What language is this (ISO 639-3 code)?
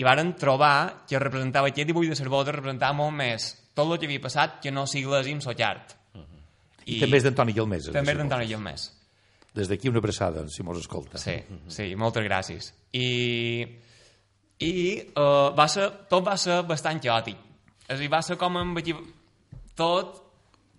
cat